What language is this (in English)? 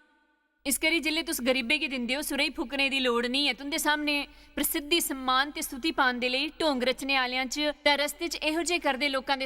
Dogri